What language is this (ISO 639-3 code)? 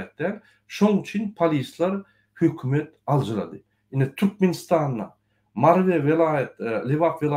tuk